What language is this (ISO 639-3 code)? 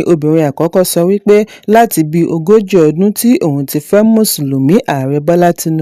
yor